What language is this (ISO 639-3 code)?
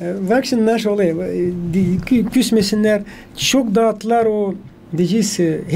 gag